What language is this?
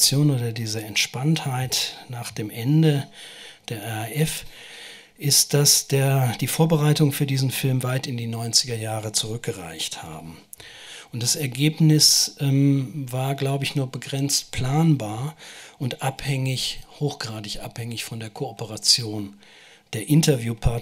German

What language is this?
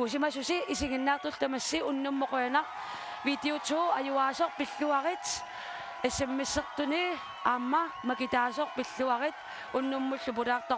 Kalaallisut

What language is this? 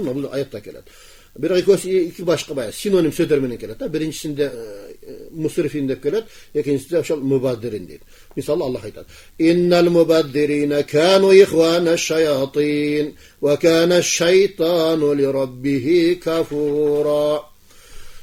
Kyrgyz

